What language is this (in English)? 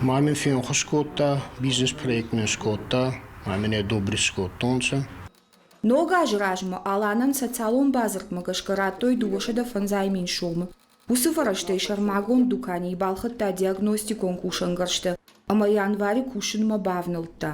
Ossetic